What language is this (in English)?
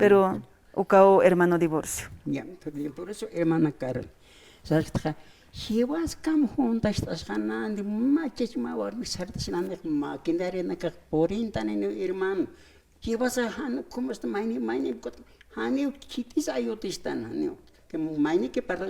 Aymara